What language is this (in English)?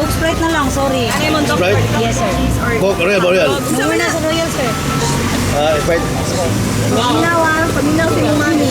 Cebuano